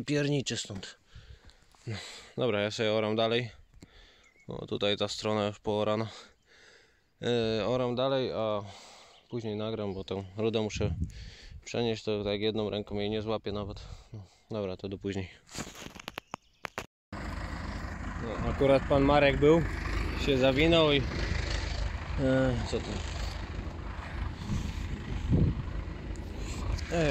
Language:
Polish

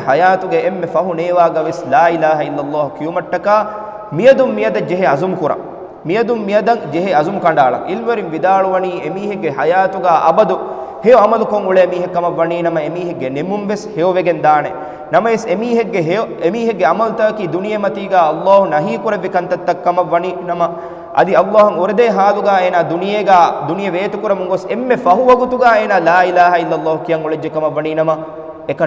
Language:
Divehi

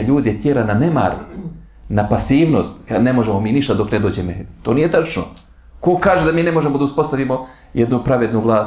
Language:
Bosnian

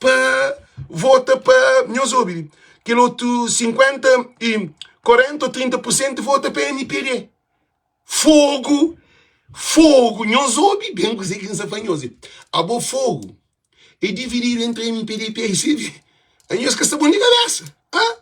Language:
Kabuverdianu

